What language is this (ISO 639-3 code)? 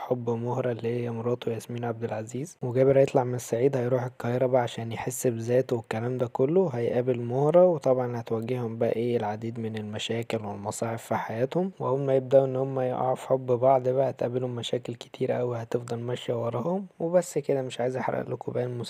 arz